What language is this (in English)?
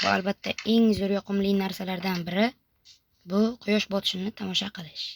Uzbek